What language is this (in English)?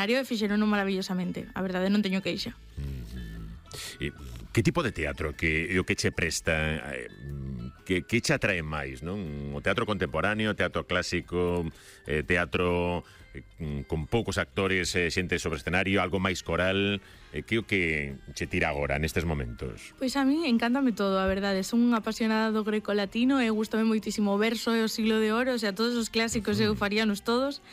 Galician